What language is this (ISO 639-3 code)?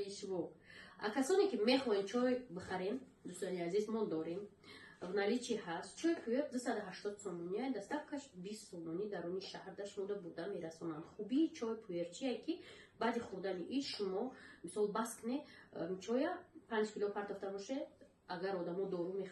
tgk